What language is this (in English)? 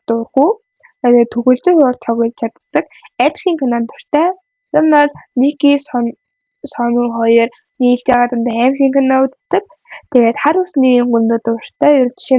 Mongolian